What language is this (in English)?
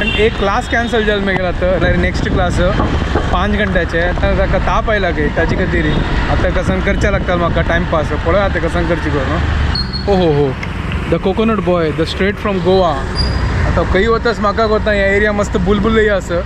Konkani